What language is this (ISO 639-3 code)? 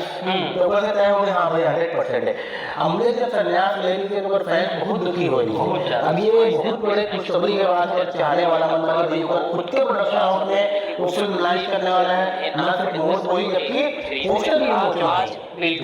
hne